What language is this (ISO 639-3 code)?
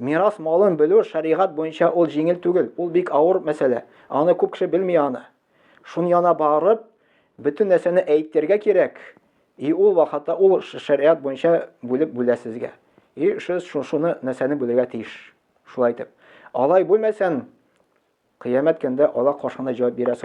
tat